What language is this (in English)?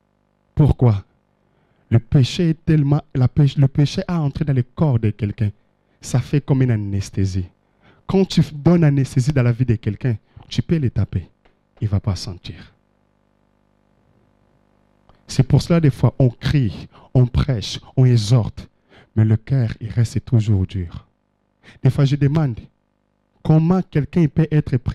French